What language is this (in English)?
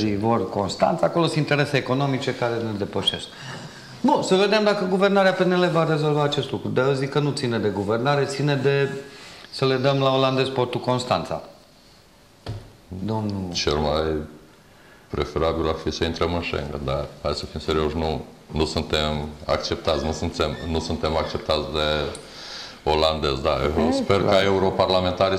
Romanian